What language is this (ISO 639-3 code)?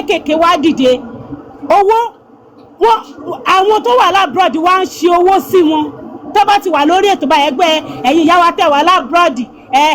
yor